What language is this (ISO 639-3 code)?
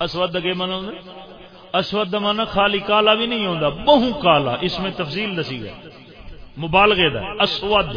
skr